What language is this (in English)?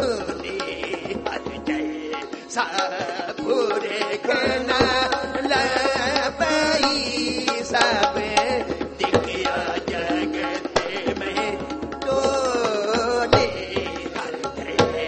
Punjabi